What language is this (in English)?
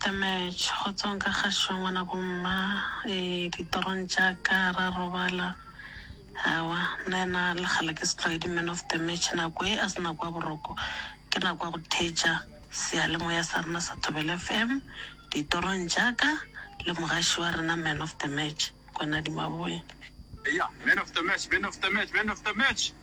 Northern Sotho